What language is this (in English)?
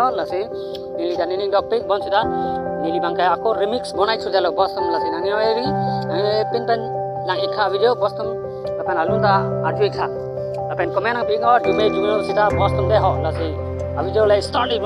Karbi